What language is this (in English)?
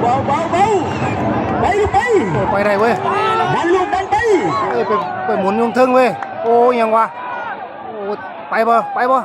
Lao